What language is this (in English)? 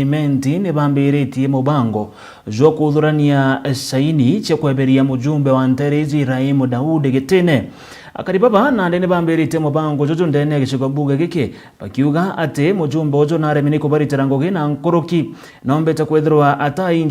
Meru